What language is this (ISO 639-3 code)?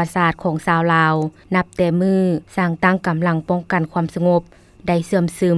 lao